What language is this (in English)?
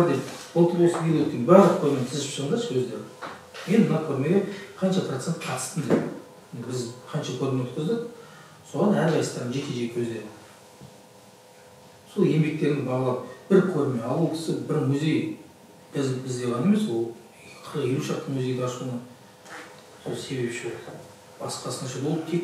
Kazakh